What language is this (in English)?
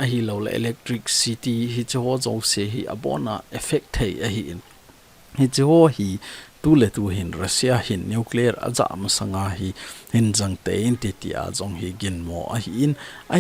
Thado Chin